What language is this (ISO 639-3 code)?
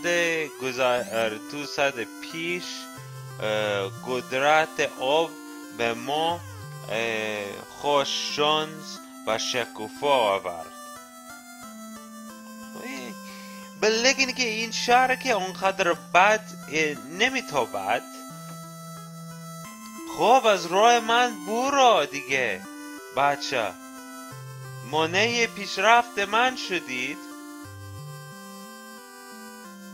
fas